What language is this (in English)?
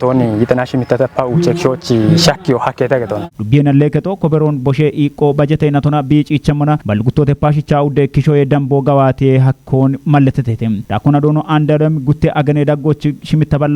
Kafa